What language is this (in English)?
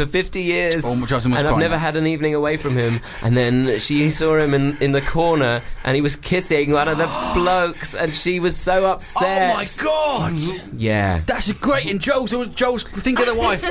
English